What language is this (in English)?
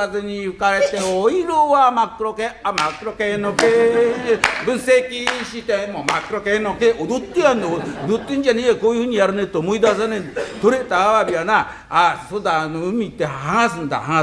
Japanese